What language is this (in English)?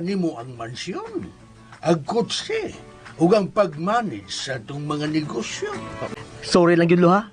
Cebuano